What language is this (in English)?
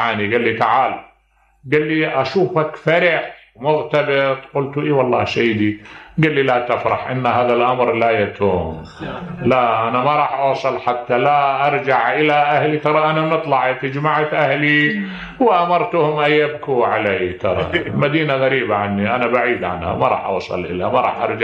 Mesopotamian Arabic